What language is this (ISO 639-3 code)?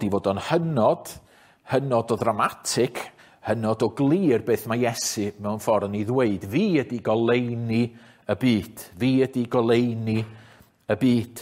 cym